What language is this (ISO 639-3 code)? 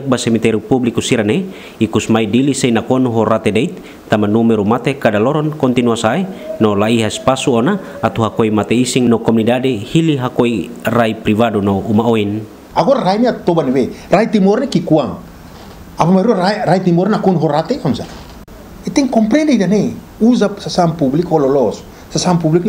tet